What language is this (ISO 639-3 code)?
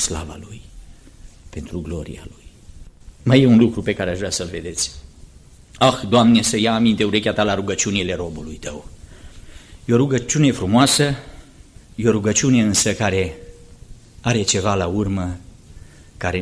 ron